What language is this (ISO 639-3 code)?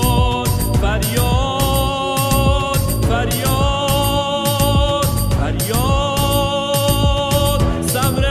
fas